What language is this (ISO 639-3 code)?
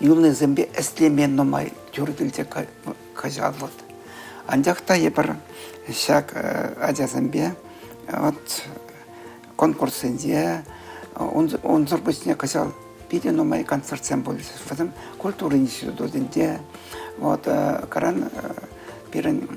chv